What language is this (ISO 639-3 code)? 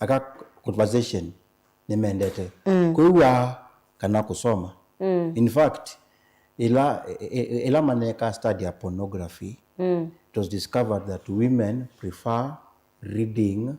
kam